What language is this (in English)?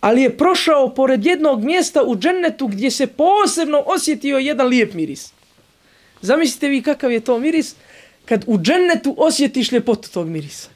Bosnian